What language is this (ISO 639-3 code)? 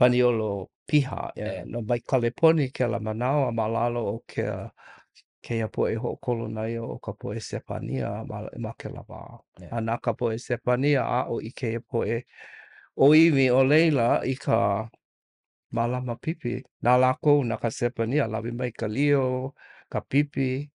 haw